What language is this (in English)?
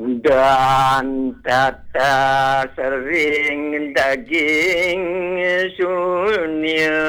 Balinese